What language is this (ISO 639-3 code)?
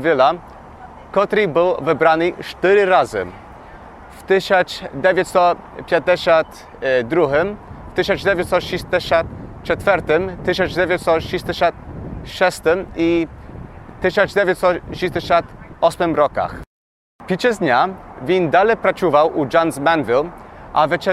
rue